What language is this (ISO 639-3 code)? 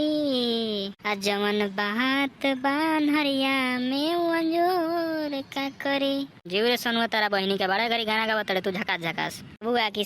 bho